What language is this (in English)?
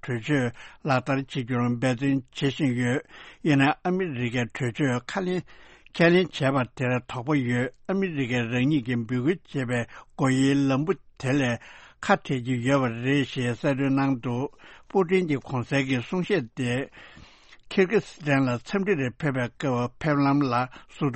Tibetan